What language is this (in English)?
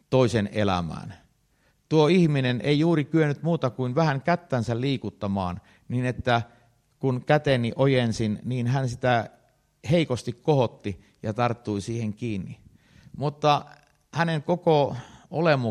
Finnish